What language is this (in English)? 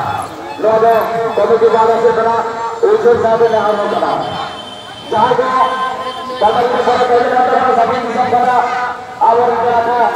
Santali